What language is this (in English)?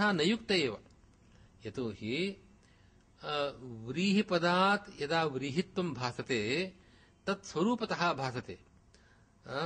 Sanskrit